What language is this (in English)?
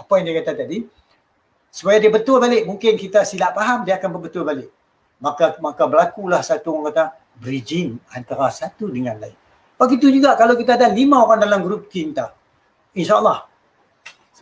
Malay